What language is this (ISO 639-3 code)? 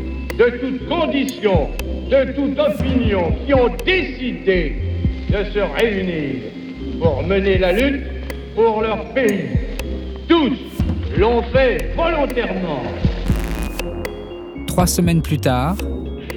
fra